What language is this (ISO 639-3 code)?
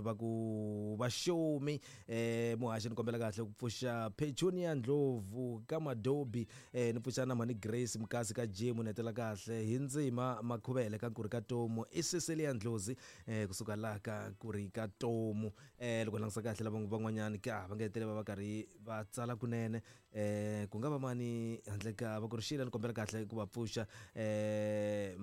tso